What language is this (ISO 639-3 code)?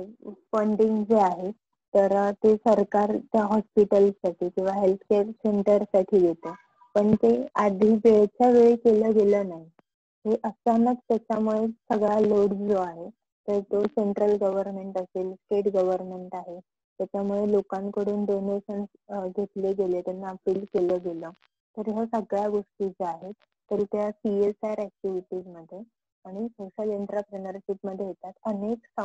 mar